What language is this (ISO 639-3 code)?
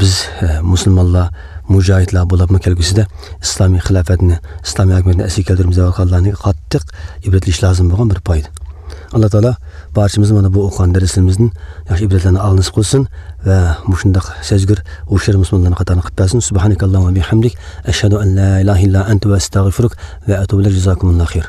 uig